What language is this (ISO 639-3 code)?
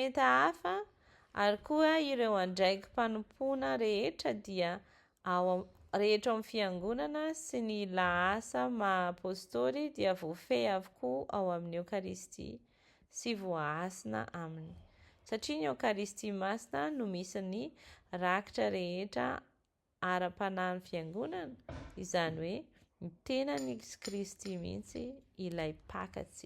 mlg